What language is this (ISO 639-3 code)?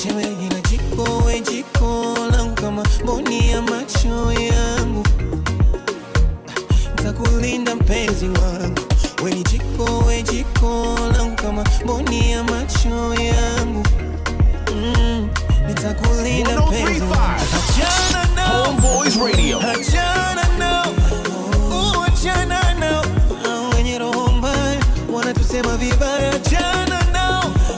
swa